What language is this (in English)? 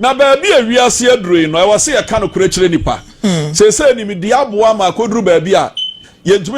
Akan